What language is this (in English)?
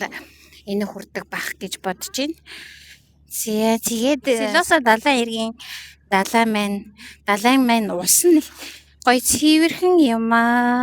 Mongolian